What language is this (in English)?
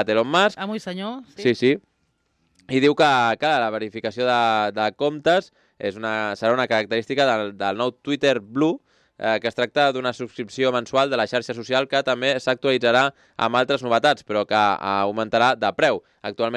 Catalan